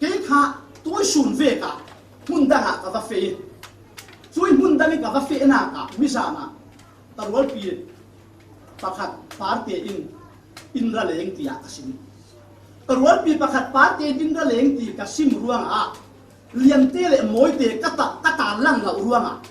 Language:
Falam Chin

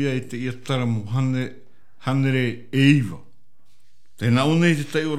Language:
Tahitian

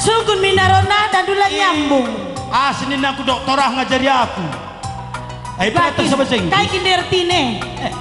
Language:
Batak Karo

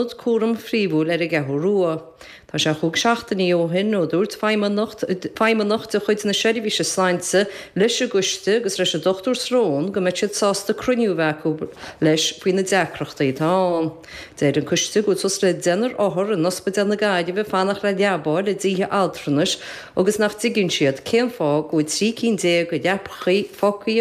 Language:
Irish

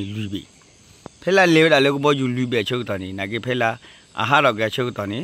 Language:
S'gaw Karen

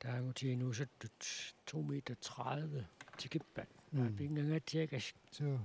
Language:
Kalaallisut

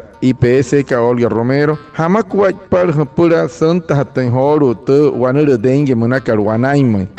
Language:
Wayuu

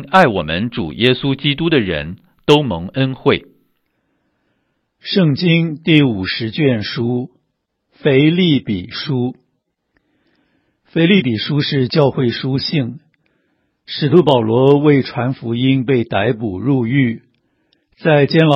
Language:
Chinese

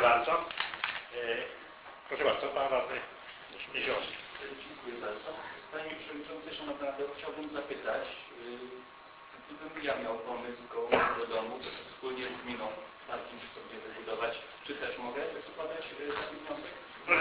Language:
Polish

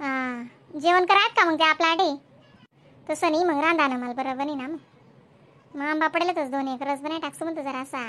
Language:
Khandesi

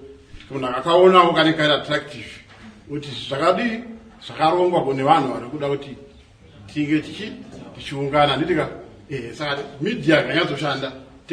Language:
Shona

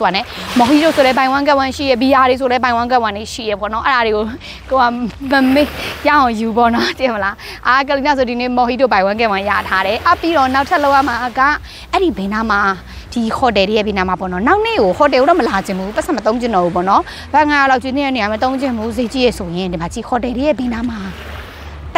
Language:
Burmese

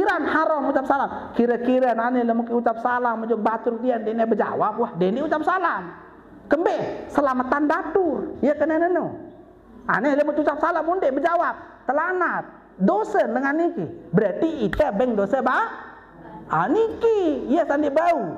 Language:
Sasak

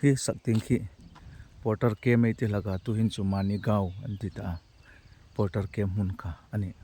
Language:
Hmar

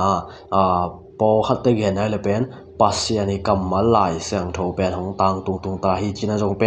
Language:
Tedim Chin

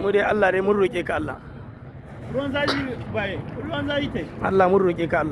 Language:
Hausa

